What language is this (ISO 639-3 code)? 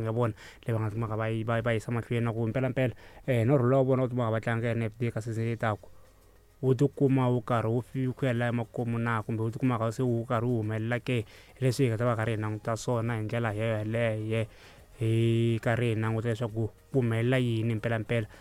tso